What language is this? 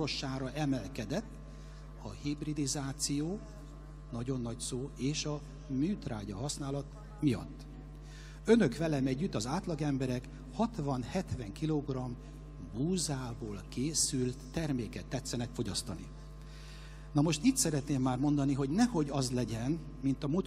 Hungarian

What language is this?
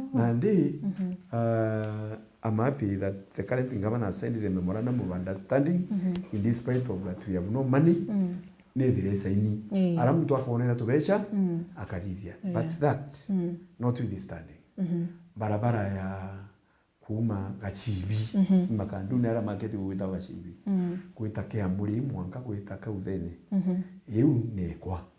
Meru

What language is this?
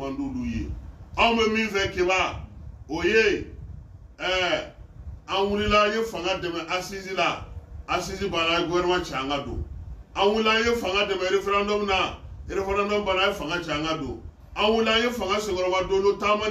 Bambara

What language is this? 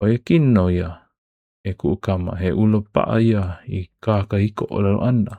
Hawaiian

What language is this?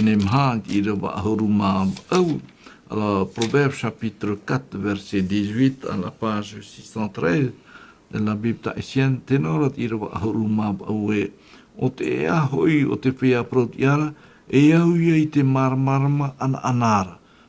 Tahitian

